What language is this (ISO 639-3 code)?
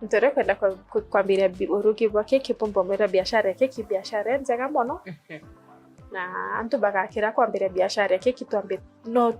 mer